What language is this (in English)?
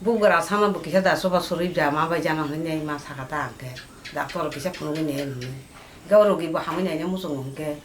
Kok Borok